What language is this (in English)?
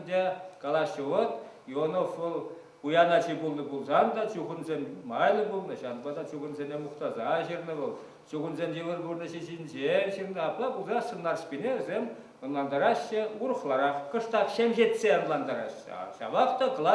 Chuvash